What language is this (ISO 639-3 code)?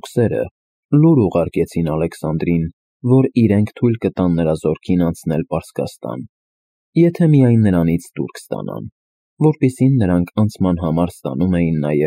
hye